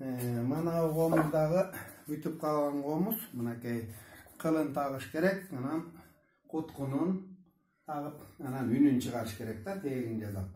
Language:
Kyrgyz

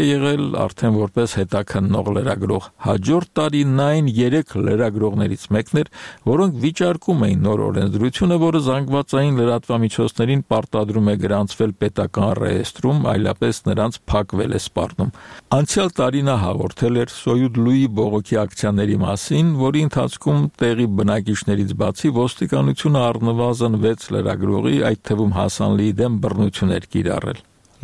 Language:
Armenian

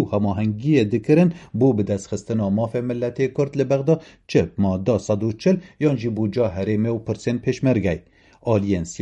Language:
Kurdish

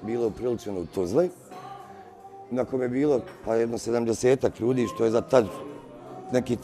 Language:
Bosnian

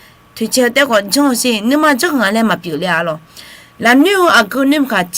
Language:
Akha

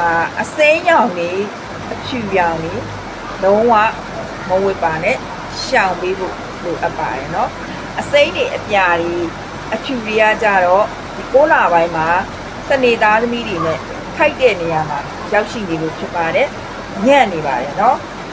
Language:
Burmese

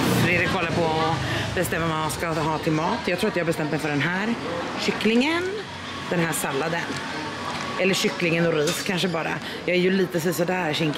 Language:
Swedish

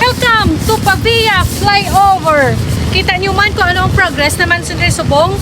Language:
Hiligaynon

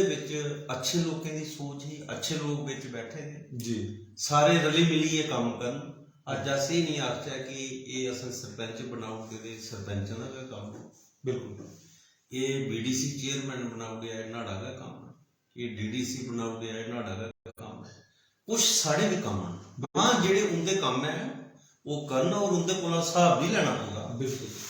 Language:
Dogri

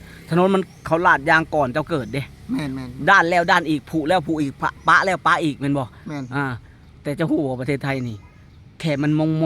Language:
Lao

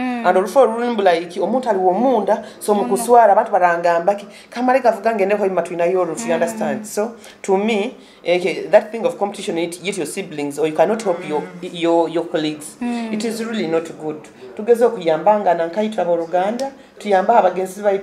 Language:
Nyoro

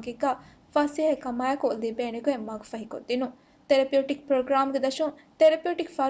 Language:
Divehi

